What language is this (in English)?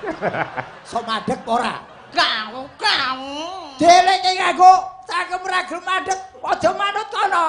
Javanese